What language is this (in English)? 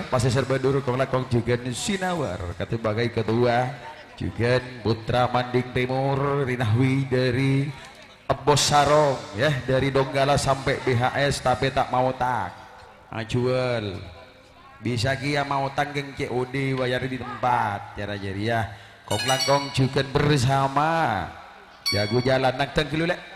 Madurese